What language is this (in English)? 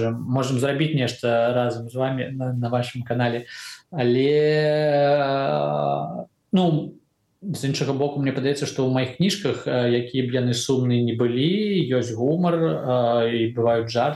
Belarusian